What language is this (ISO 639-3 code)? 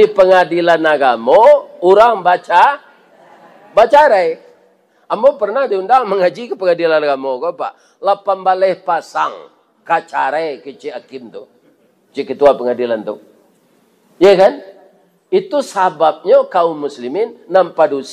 min